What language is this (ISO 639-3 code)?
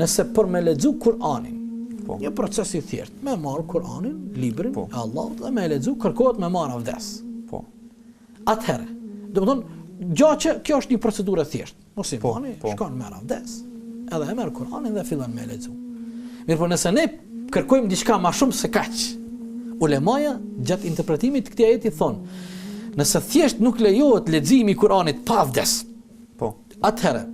sqi